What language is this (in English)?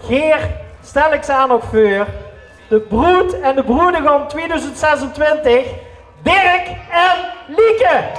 Limburgish